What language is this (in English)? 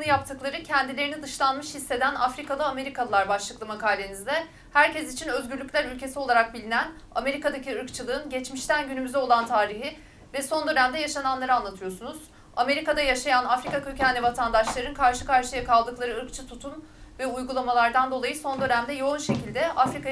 Turkish